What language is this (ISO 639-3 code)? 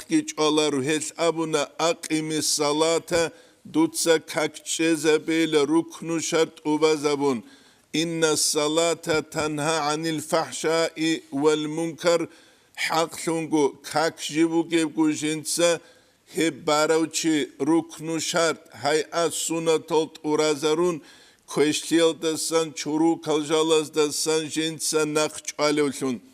ava